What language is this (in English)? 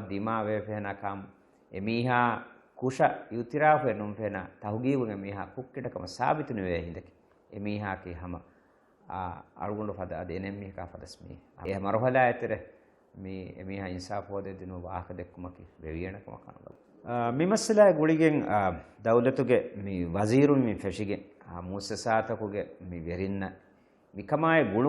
Divehi